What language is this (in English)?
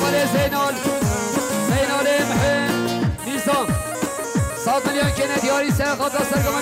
Kurdish